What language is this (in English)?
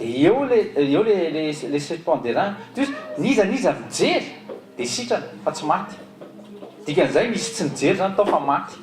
Malagasy